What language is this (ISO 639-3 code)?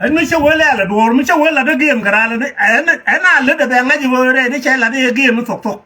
nus